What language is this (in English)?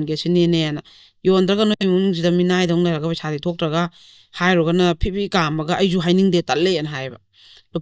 Manipuri